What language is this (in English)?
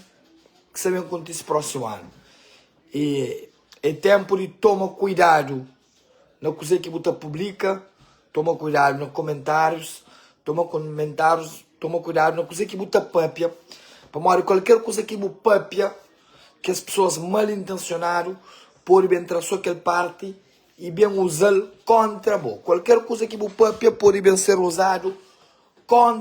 Kabuverdianu